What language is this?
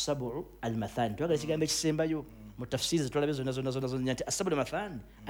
Ganda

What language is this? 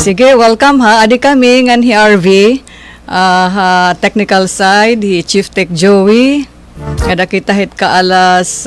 Waray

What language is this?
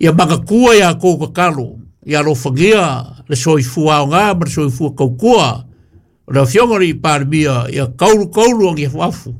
Samoan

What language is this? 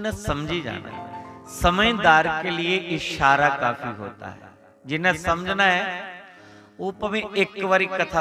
Dogri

